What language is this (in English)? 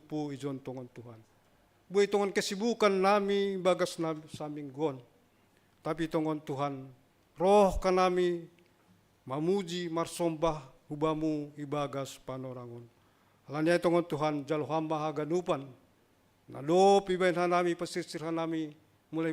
Batak Simalungun